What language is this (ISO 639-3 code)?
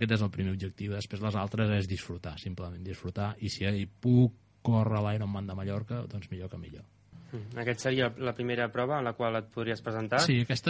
cat